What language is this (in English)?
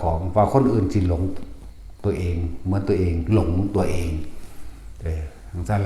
Northeastern Thai